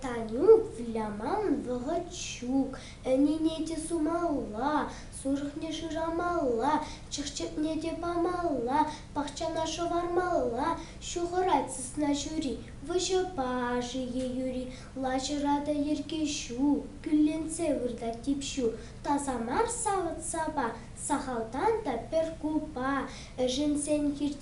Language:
Chuvash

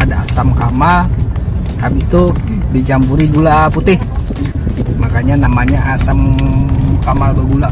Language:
Banjar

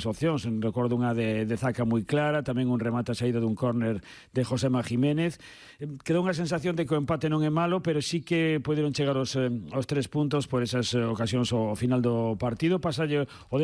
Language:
Galician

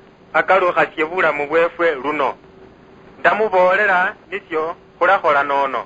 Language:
Luyia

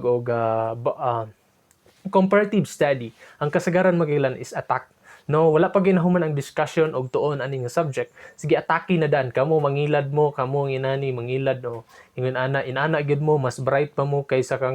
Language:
Cebuano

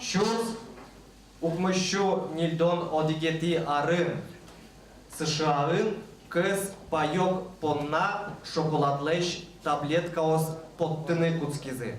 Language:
Udmurt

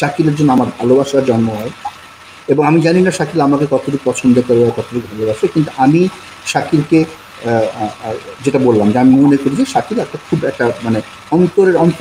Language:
Bangla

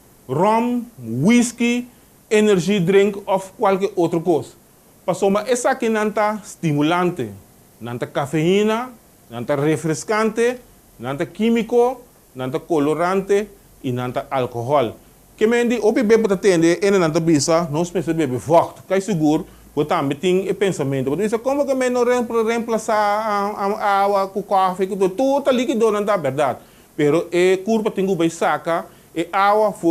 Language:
Papiamento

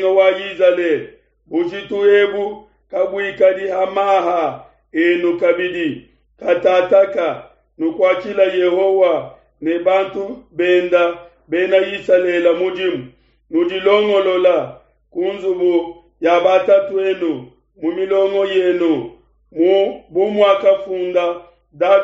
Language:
Luba-Lulua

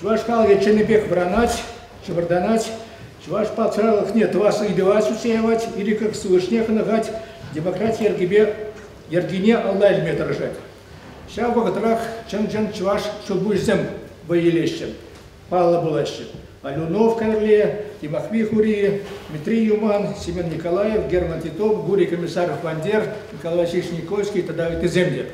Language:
Chuvash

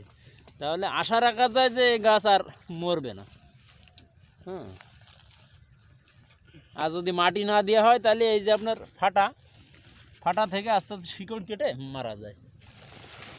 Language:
Bangla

